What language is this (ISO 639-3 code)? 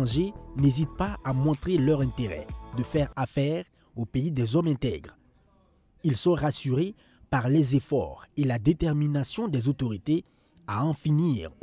fra